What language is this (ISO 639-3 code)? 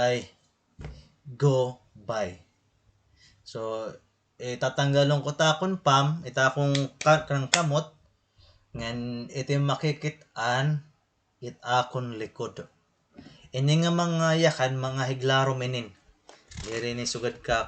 war